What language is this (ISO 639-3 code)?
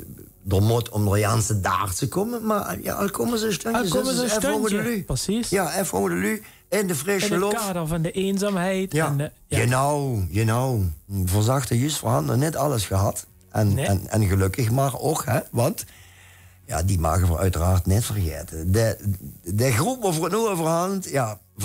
lim